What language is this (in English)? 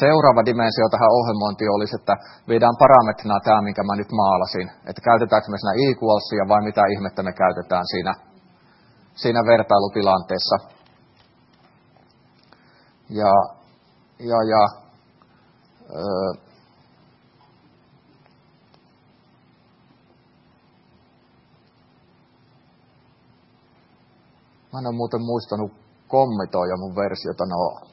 Finnish